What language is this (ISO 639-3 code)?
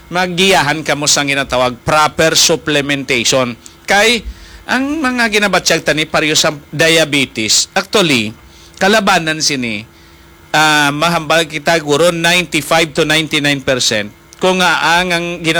hil